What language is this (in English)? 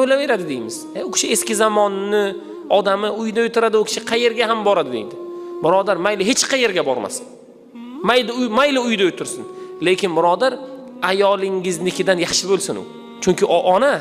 Uzbek